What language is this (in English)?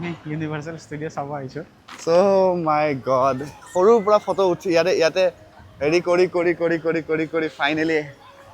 Assamese